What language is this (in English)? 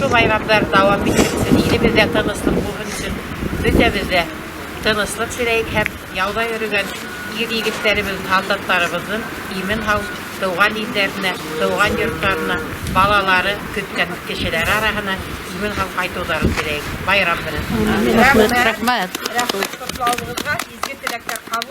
Bashkir